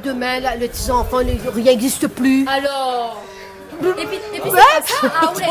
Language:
Réunion Creole French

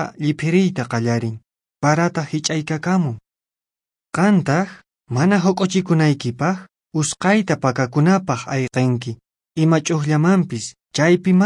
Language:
Quechua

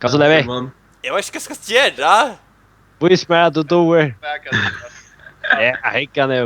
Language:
Faroese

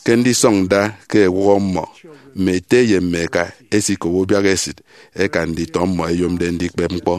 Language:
Efik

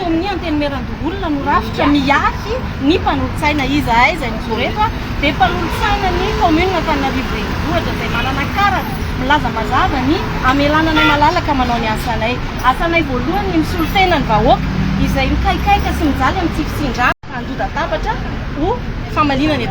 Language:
Malagasy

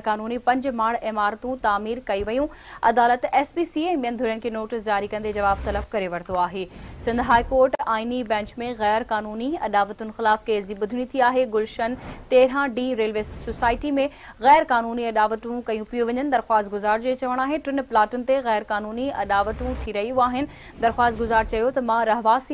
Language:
Sindhi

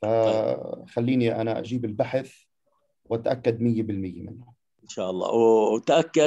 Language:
South Levantine Arabic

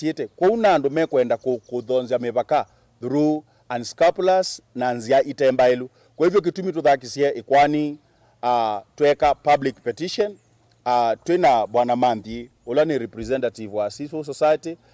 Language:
Kamba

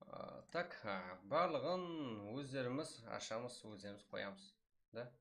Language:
Kara-Kalpak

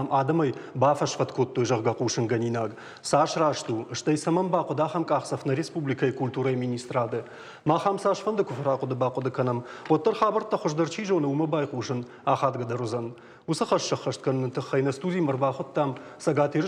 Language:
Ossetic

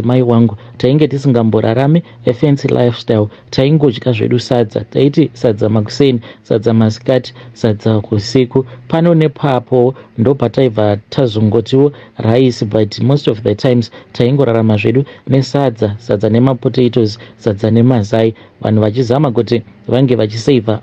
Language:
Shona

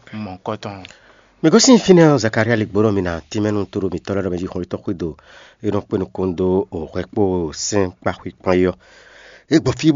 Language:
Fon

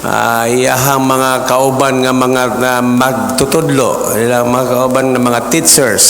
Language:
Cebuano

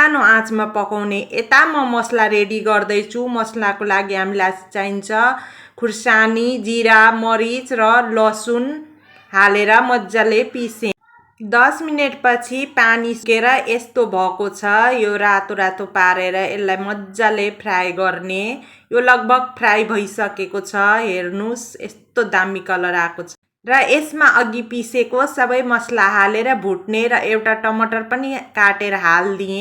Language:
Nepali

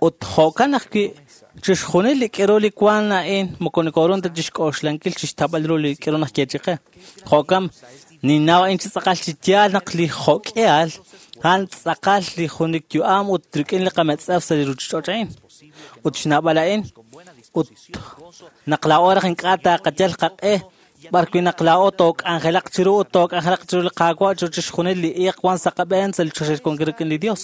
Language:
Kekchí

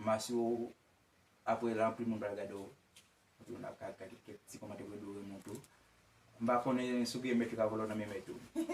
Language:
Haitian Creole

